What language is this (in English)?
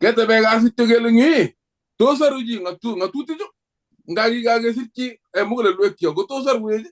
Kalenjin